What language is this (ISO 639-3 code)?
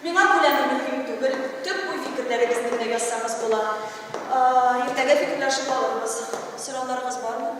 tat